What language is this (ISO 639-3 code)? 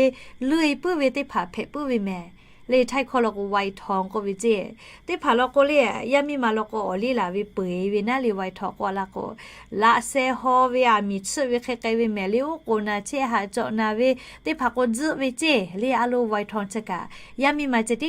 lhu